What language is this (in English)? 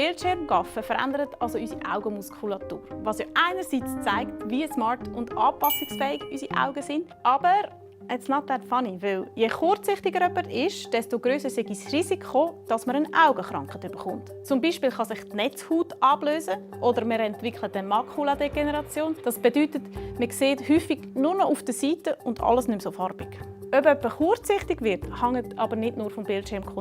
Swiss German